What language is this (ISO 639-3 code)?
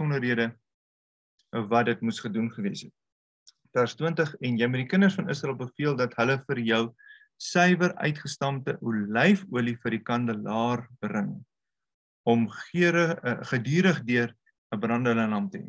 afr